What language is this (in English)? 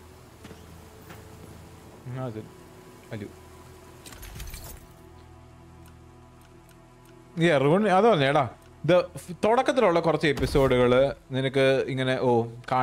Malayalam